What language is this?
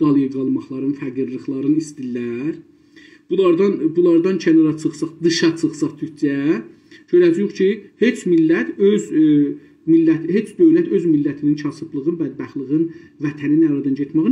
South Azerbaijani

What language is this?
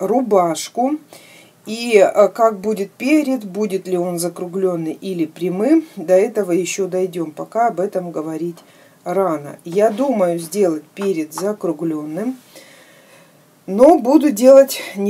Russian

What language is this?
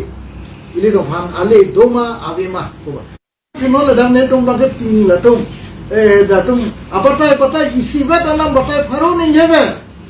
Karbi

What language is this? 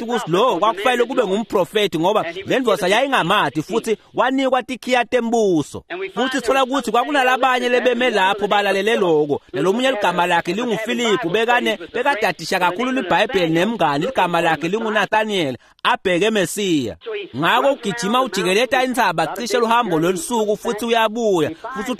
Swati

